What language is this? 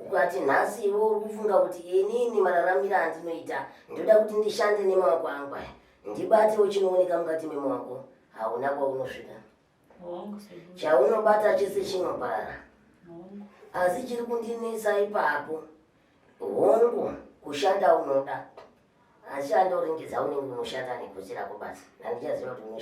Shona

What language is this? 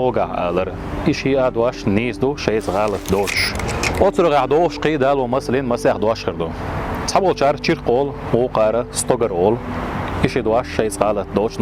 Chechen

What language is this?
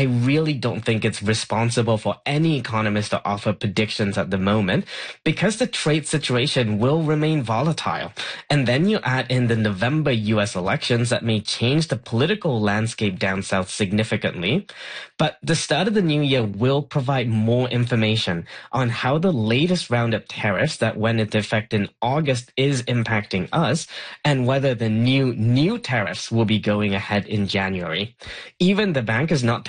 English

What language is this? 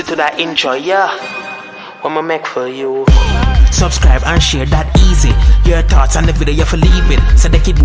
Jamaican Creole English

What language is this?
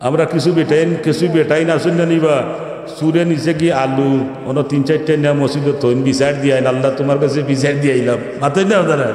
Sylheti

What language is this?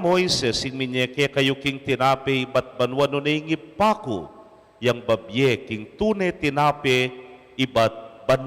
Pampanga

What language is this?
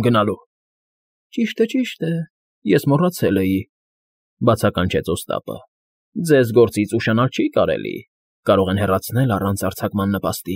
Armenian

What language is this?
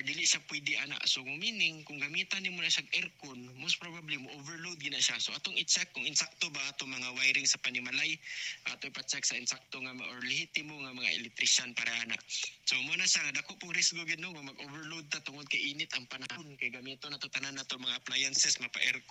Cebuano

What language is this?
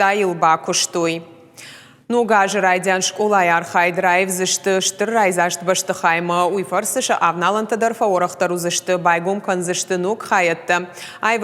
Ossetic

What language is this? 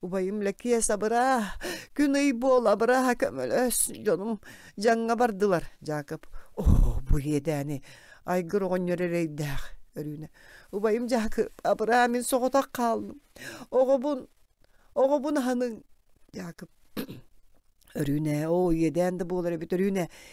Yakut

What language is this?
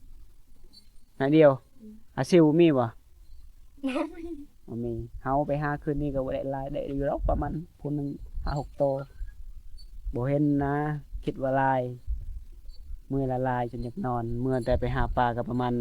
Lao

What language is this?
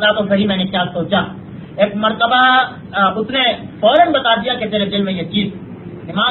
Urdu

